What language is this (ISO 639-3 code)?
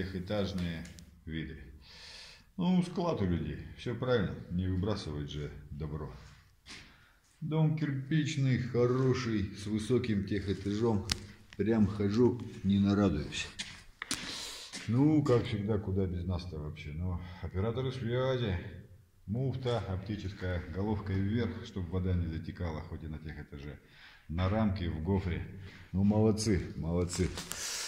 rus